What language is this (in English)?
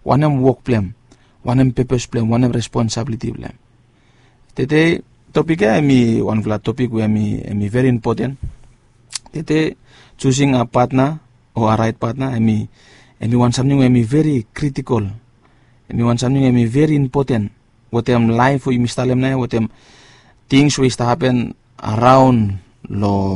Bislama